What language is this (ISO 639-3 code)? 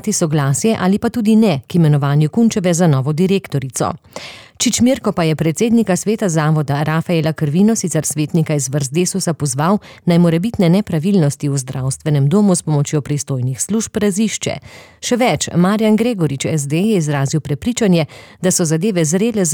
slv